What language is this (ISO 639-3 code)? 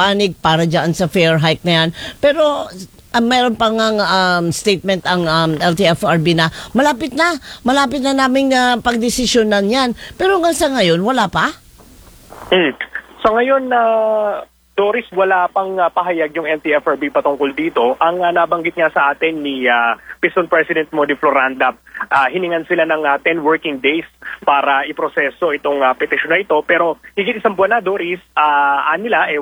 fil